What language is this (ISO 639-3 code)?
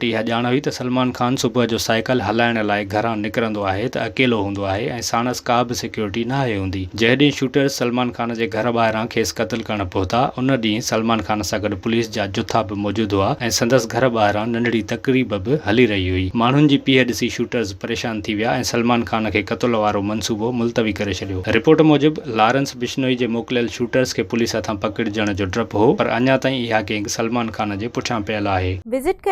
snd